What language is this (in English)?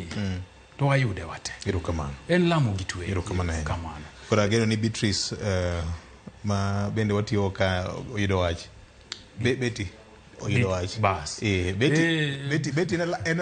Luo (Kenya and Tanzania)